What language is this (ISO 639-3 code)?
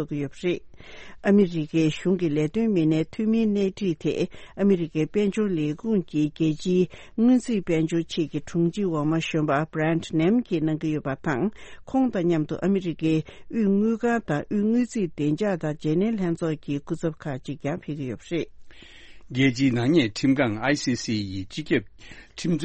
bod